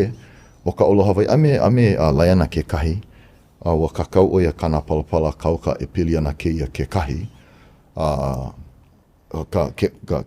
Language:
Hawaiian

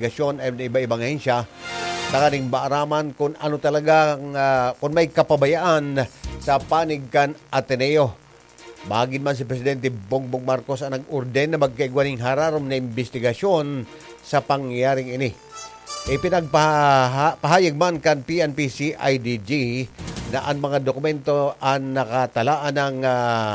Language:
Bikol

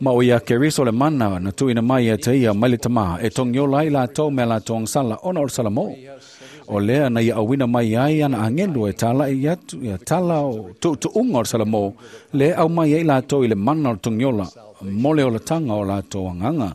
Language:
Samoan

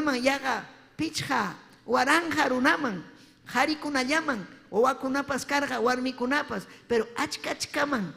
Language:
Ayacucho Quechua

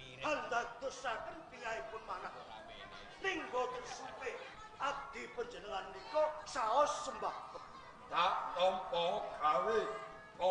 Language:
Javanese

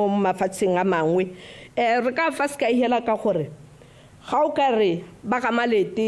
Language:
Tswana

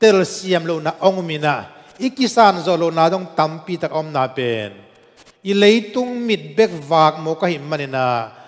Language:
Tedim Chin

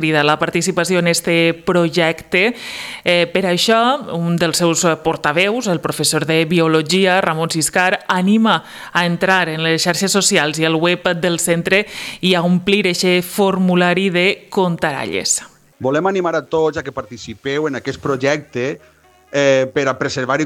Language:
Catalan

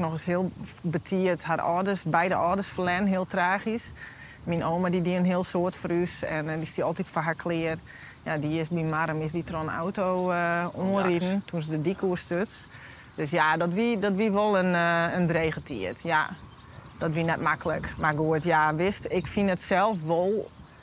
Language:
Western Frisian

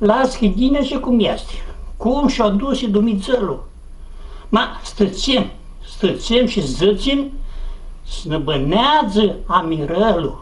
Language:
Aromanian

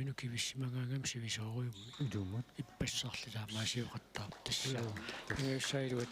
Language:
Kalaallisut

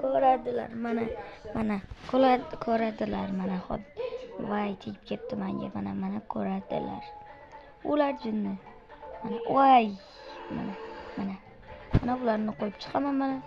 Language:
Uzbek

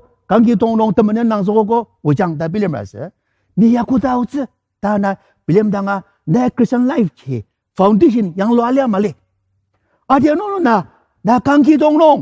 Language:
Ao Naga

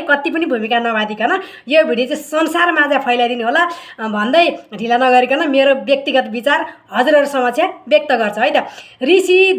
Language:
Nepali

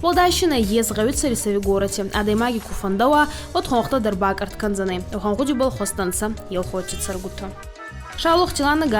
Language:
Ossetic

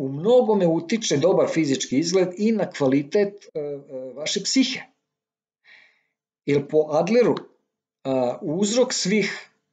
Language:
Serbian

